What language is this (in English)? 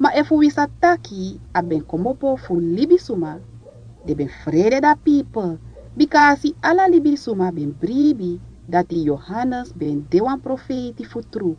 Sranan Tongo